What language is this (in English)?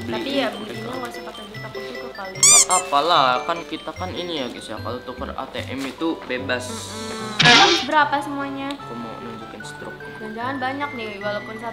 Indonesian